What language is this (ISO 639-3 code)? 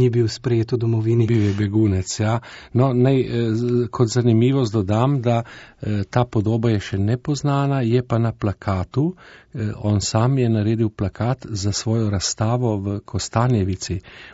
slv